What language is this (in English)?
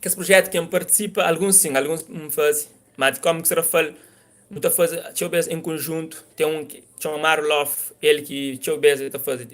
Kabuverdianu